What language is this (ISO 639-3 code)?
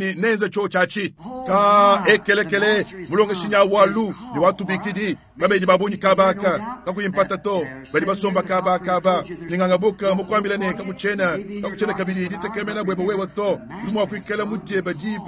lua